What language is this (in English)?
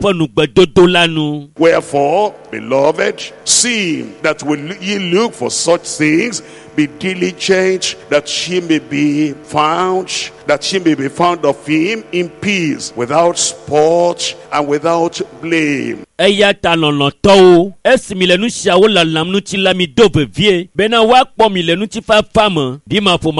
Ewe